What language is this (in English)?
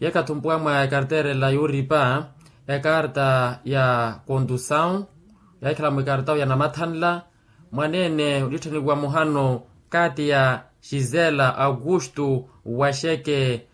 Makhuwa